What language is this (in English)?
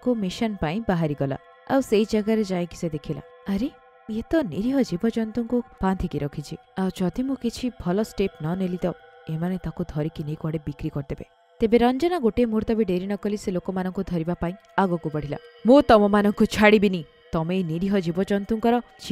Odia